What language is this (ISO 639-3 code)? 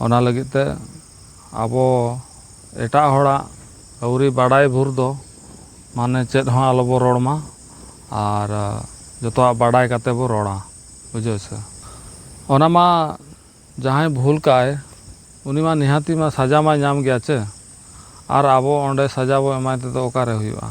sat